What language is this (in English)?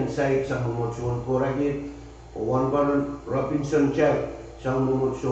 Pohnpeian